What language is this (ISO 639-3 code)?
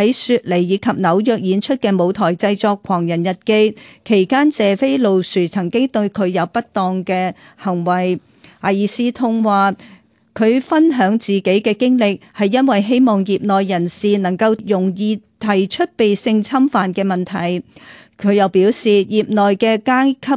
yue